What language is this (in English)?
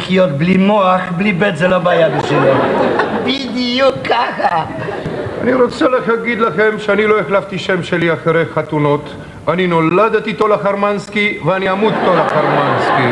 Hebrew